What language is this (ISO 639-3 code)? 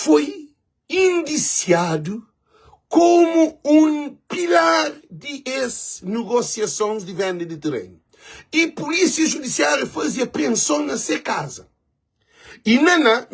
kea